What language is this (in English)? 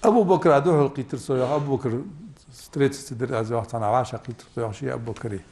Ingush